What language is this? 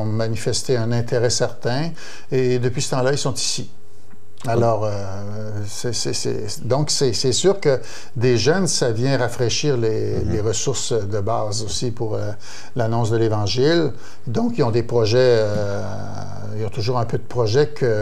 French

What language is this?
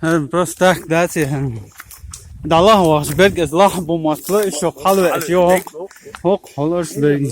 Chechen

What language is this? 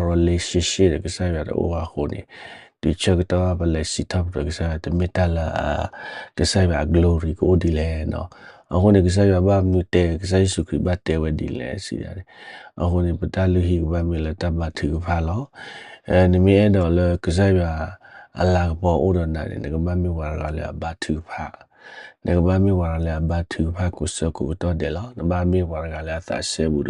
S'gaw Karen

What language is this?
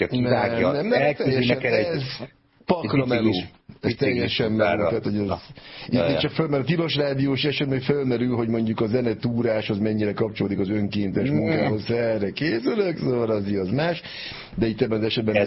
Hungarian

